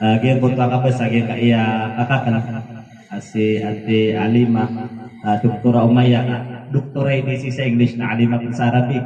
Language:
Maranao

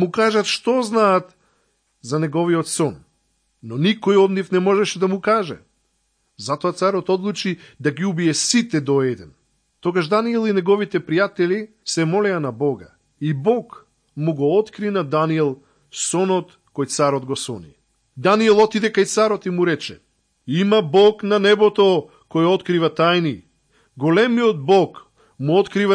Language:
Macedonian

